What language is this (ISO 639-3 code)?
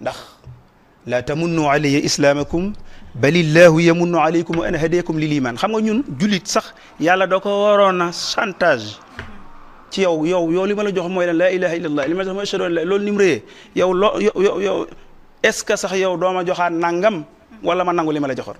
wol